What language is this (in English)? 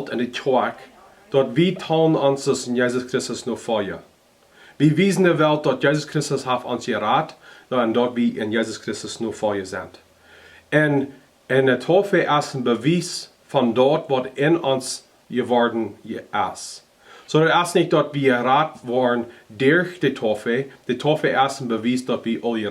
Plautdietsch